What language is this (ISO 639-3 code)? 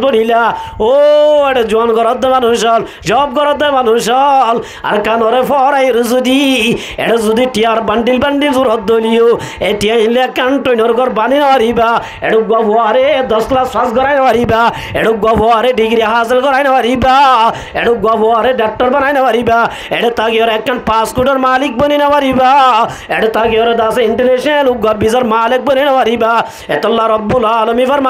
rhg